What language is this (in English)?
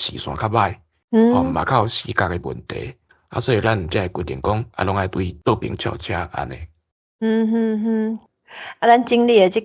Min Nan Chinese